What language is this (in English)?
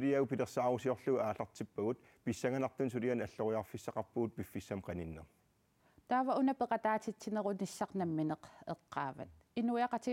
Kalaallisut